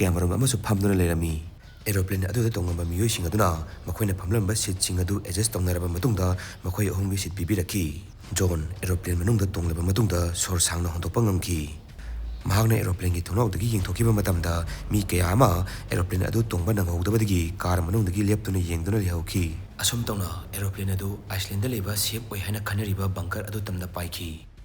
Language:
Manipuri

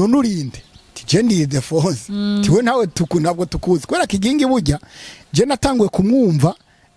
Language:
Rundi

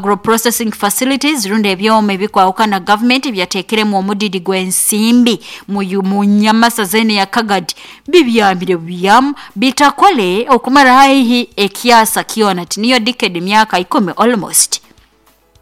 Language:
Nyoro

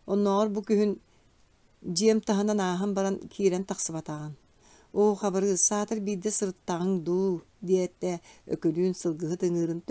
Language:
Yakut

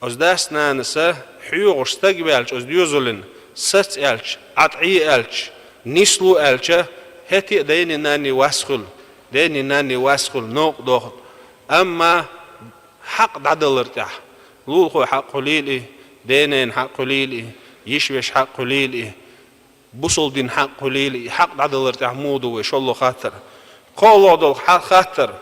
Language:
Chechen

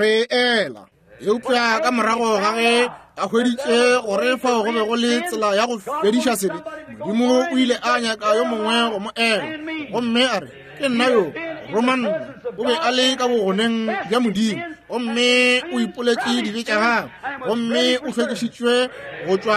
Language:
Northern Sotho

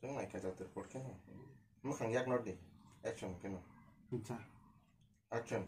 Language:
Kok Borok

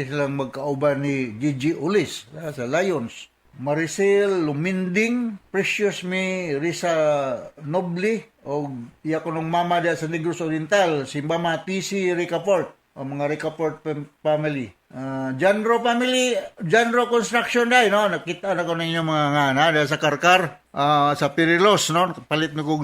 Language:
Cebuano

